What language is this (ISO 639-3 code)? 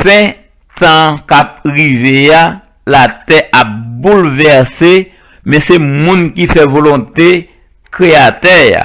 hat